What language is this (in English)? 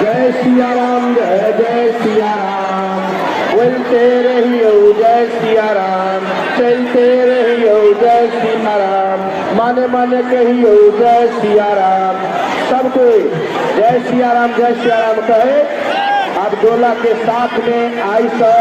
Maithili